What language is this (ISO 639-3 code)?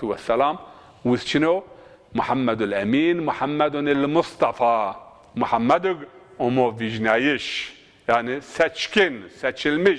zza